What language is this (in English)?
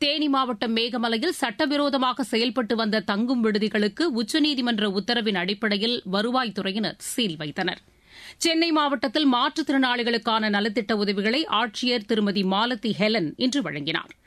Tamil